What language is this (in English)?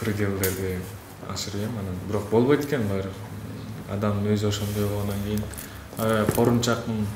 Kyrgyz